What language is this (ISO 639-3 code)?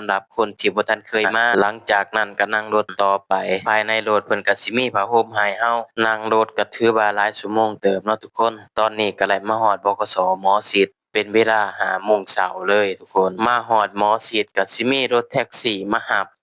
lao